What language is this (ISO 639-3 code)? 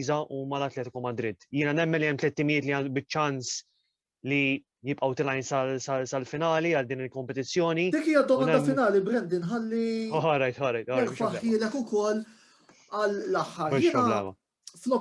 mlt